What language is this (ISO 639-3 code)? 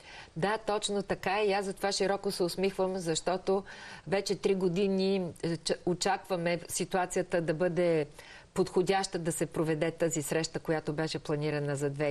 bul